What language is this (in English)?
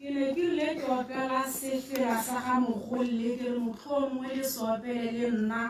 Tswana